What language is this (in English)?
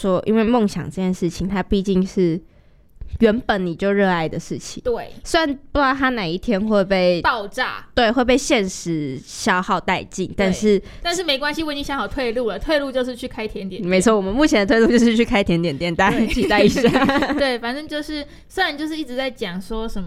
Chinese